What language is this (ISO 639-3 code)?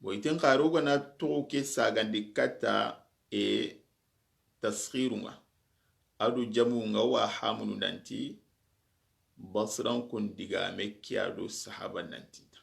snk